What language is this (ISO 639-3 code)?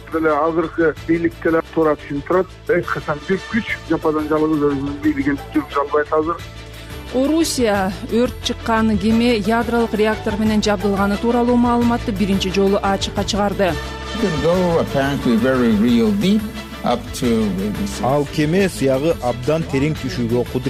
kir